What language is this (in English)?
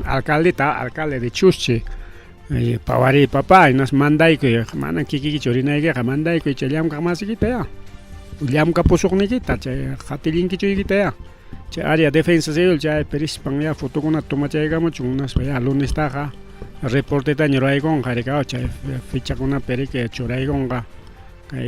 Ayacucho Quechua